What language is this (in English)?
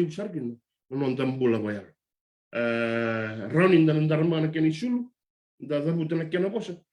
Fijian